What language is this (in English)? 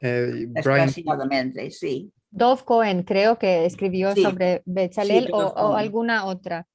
Ladino